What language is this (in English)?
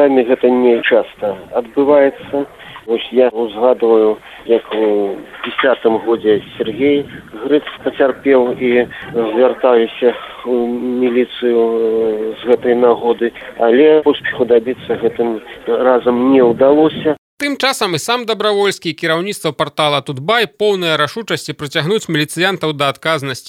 Belarusian